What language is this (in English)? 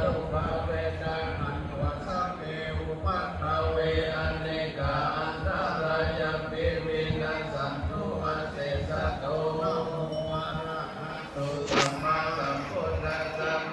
Pali